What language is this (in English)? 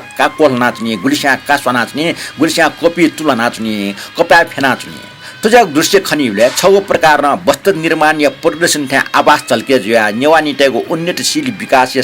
Newari